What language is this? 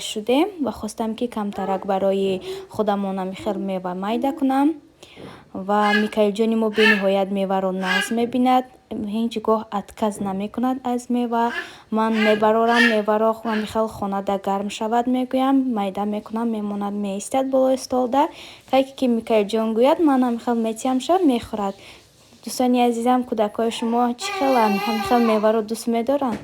Tajik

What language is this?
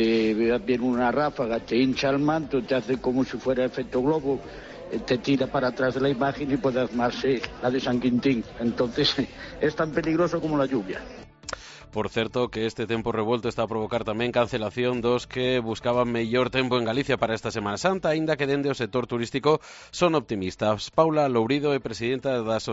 Galician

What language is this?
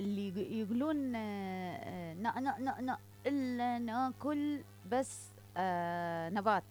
Mesopotamian Arabic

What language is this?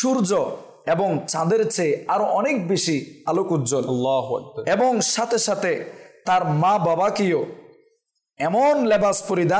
Bangla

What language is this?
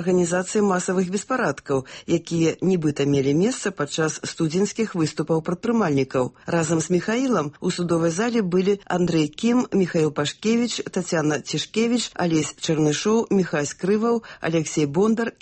Belarusian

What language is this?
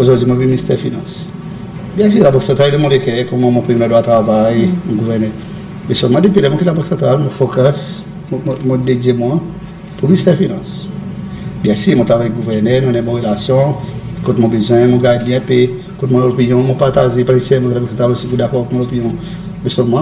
Seselwa Creole French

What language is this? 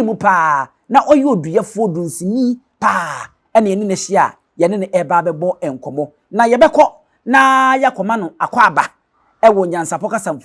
Akan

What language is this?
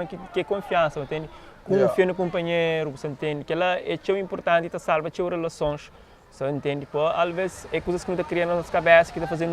Kabuverdianu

